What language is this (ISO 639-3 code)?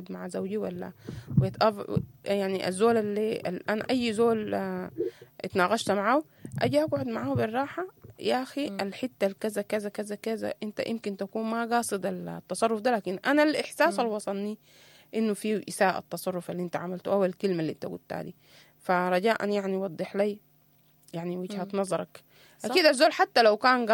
apd